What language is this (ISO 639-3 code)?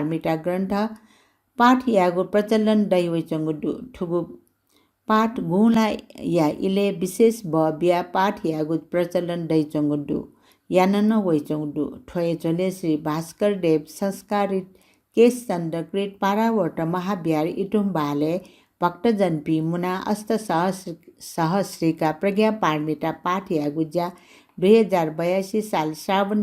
new